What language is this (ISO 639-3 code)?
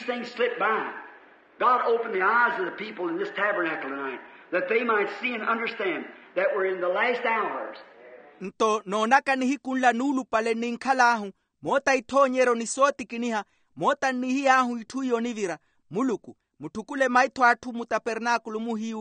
vmw